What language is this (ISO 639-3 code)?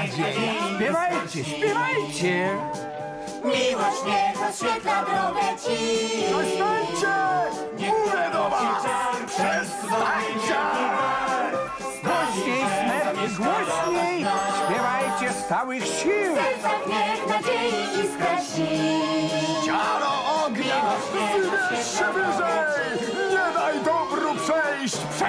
pol